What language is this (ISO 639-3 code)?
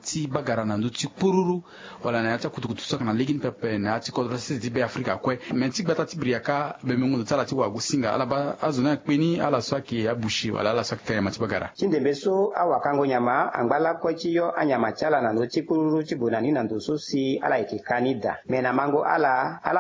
sag